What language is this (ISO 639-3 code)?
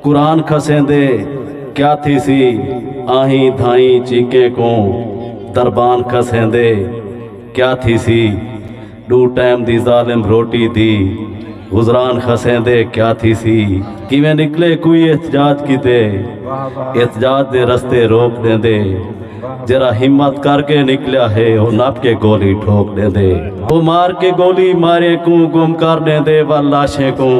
skr